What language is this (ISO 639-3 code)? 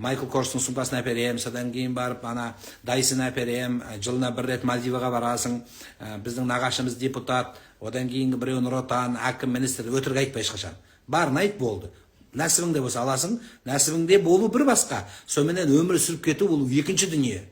kaz